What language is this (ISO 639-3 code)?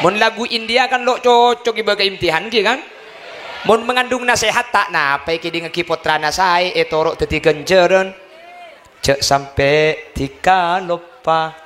mad